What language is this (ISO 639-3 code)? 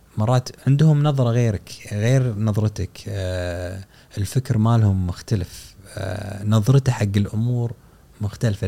afb